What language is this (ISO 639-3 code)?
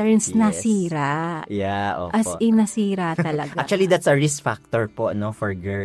fil